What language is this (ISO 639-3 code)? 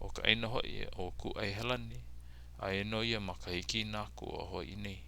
haw